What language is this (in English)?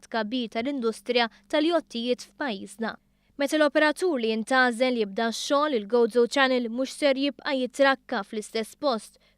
Maltese